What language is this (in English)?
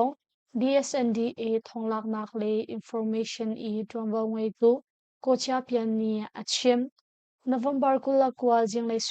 Hakha Chin